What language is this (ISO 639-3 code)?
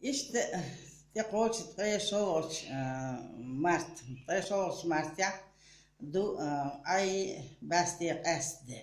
che